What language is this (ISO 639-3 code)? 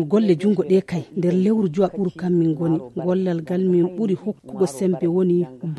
ful